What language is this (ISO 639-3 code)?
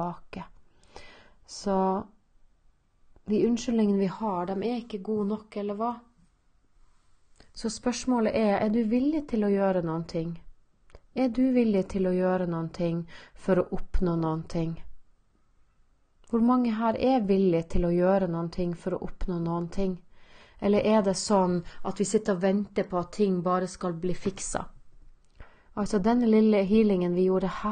nor